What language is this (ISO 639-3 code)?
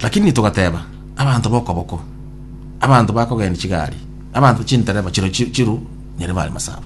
guz